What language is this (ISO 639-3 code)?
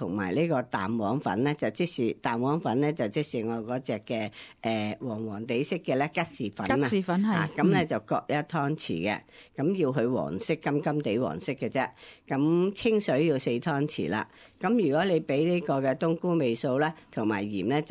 yue